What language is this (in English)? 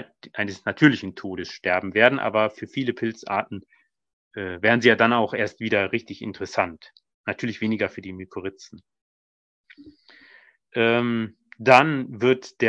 German